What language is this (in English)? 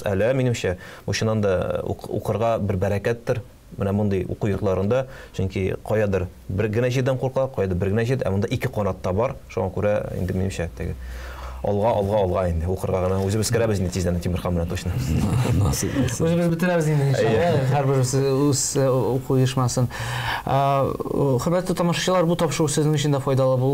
Tatar